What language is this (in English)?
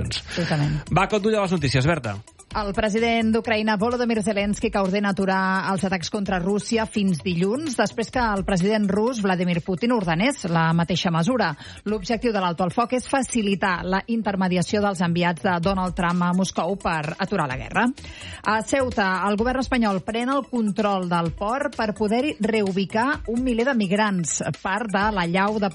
Catalan